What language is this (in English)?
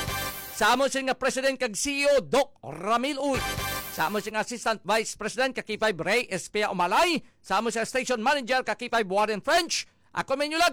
Hiligaynon